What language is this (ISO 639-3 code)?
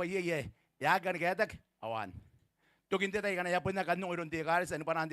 gil